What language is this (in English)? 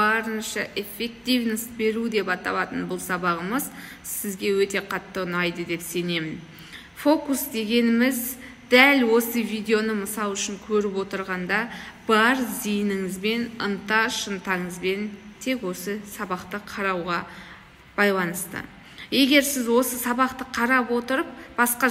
Kazakh